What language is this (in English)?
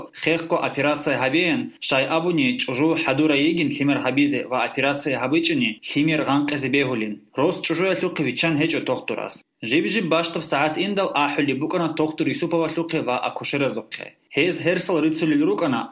Avaric